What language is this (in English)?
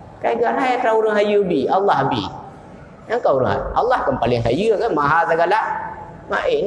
Achinese